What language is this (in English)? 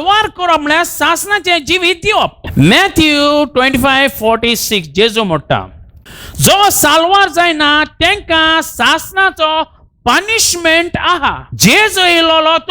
Konkani